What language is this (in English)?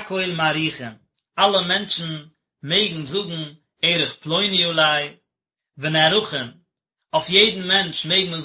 Yiddish